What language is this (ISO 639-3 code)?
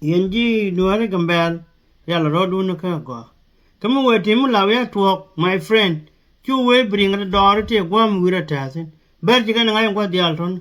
nus